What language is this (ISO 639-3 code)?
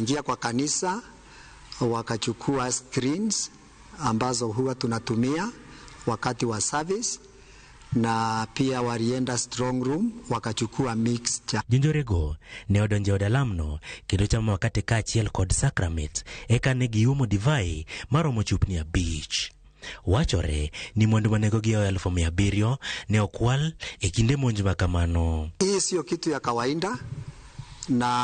luo